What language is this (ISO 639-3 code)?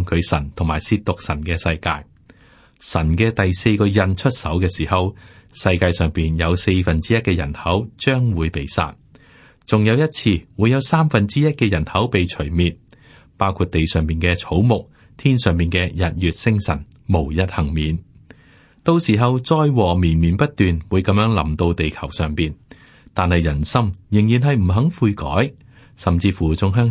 yue